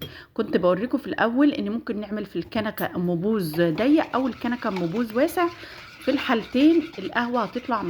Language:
Egyptian Arabic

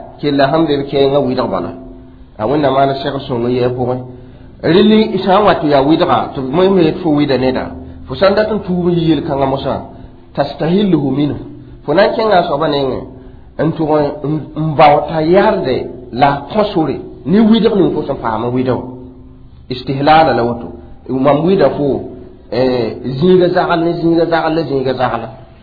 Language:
Mossi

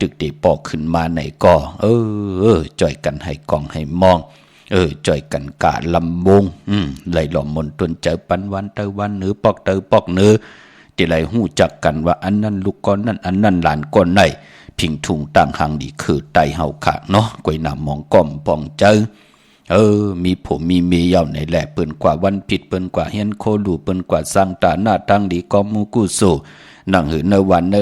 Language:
Shan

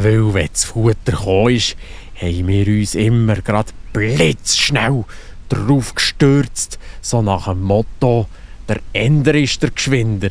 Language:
Swiss German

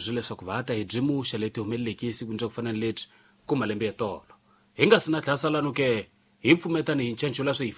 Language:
Tsonga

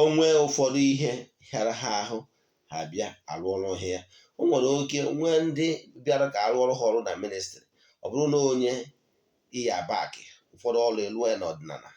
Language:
Igbo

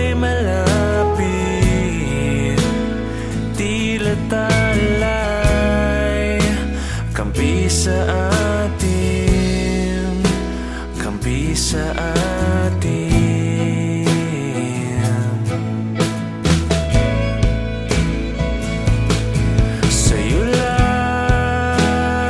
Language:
Filipino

